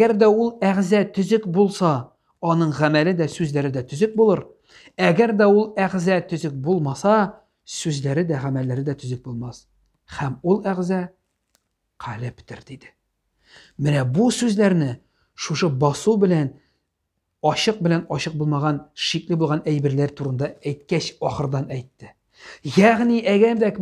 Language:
Tatar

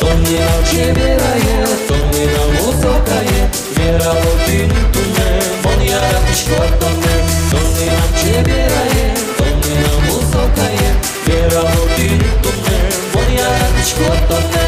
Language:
Udmurt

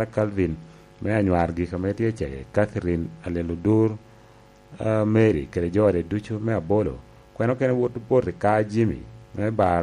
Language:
Lango (Uganda)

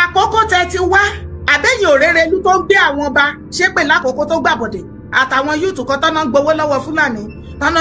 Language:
Yoruba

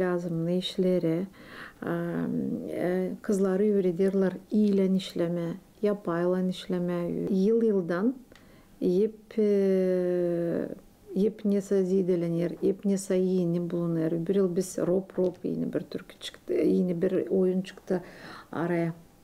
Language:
Gagauz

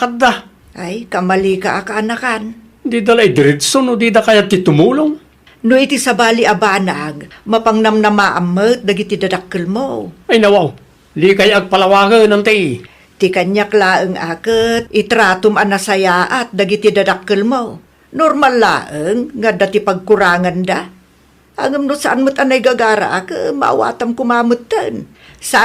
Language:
Iloko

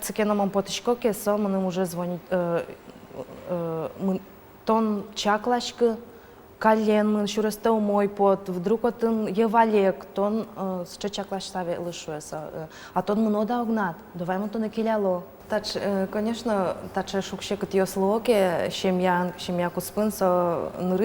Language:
Udmurt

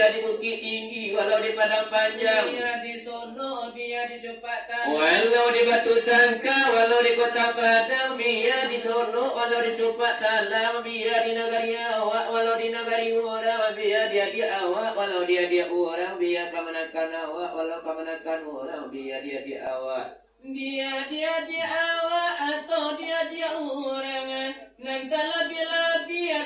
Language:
Minangkabau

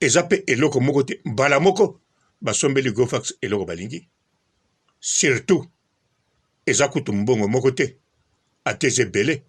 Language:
Lingala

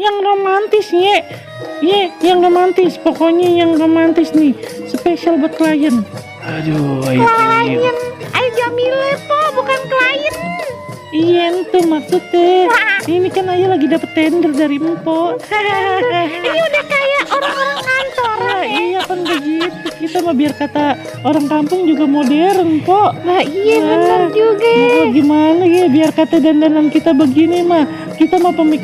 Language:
Betawi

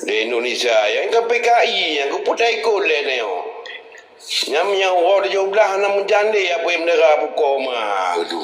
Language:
Achinese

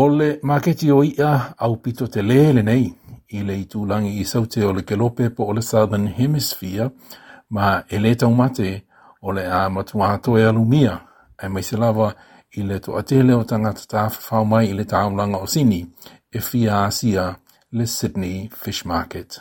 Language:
Samoan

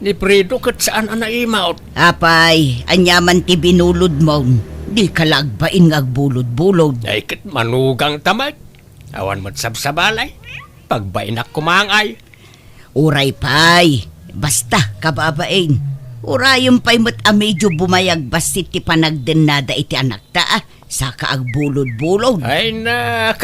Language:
Iloko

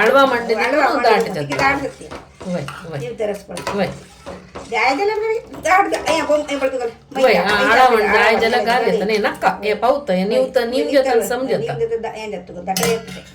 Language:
Konkani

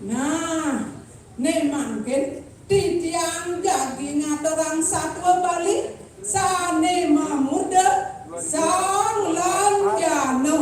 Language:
Balinese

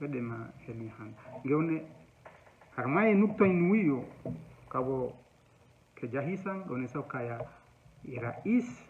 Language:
Ngazidja Comorian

